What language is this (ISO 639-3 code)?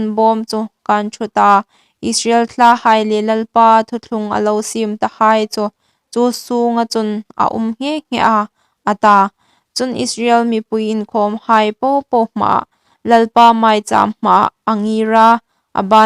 hmr